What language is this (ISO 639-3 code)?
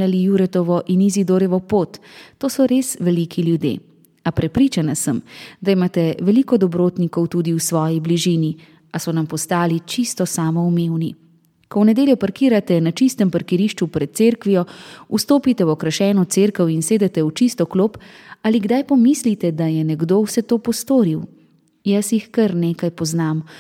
slv